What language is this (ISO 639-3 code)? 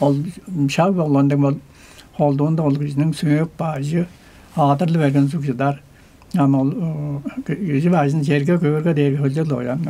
tyv